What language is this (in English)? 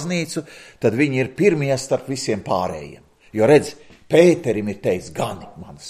Latvian